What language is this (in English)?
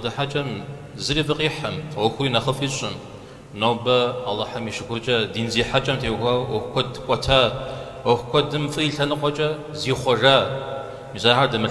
Kabardian